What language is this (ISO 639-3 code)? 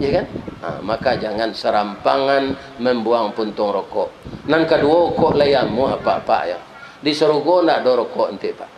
min